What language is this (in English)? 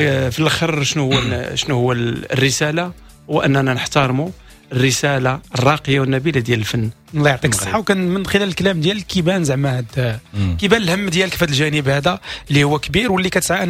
Moroccan Arabic